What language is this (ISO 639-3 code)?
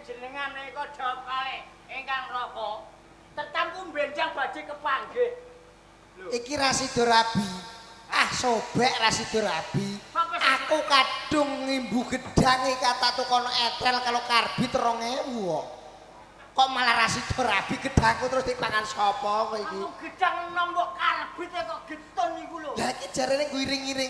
jav